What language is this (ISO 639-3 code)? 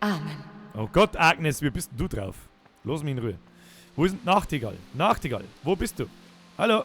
bar